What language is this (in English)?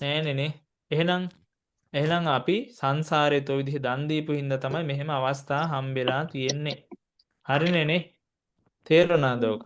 Sinhala